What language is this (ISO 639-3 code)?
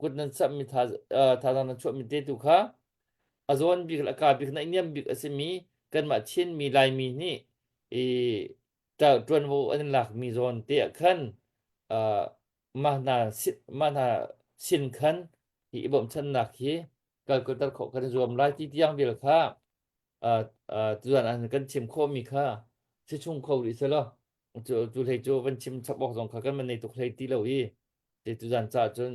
cnh